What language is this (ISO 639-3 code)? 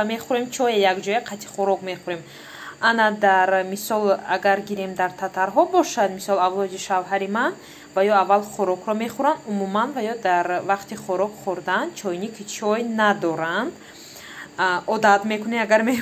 tgk